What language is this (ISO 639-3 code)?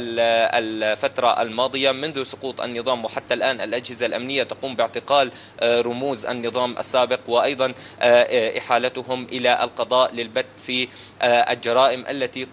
ara